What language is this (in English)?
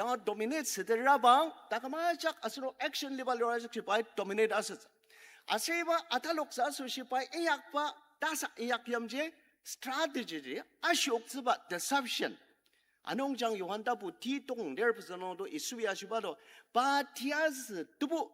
Ao Naga